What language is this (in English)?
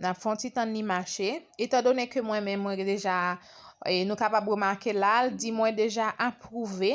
Haitian Creole